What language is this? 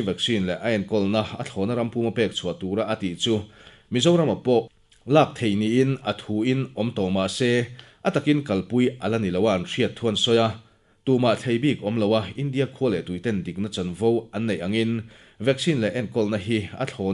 Mizo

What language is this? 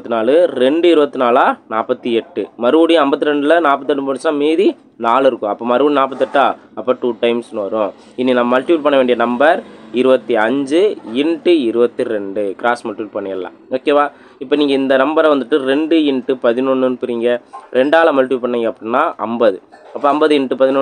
Tamil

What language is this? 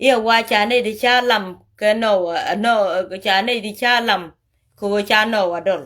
Nuer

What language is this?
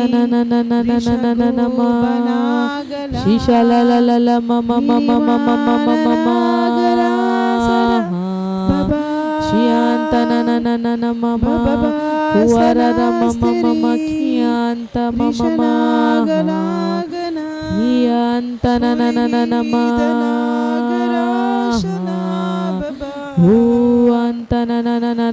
Tem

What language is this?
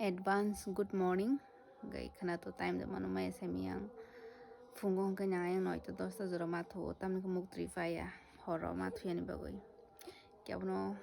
Kok Borok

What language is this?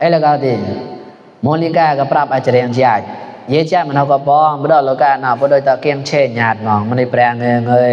Mon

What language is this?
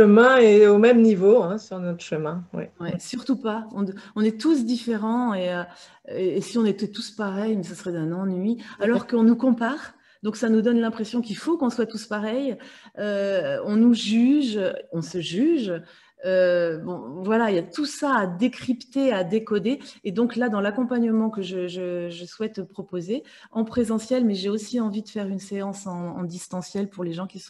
French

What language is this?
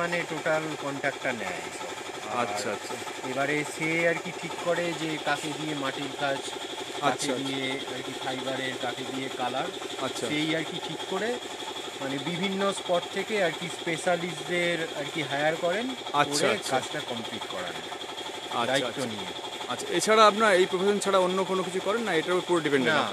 Bangla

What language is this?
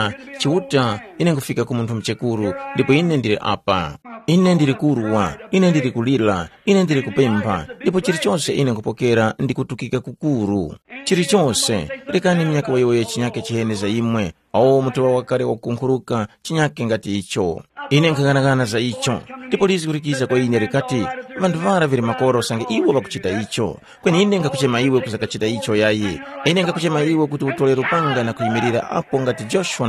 Tumbuka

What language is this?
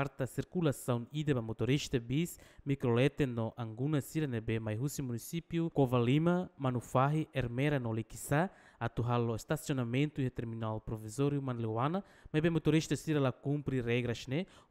Tetum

